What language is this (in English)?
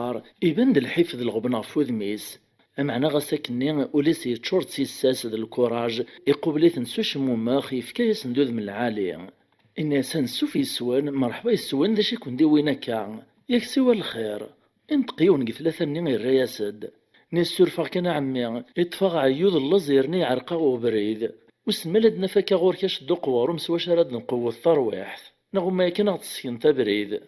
Kabyle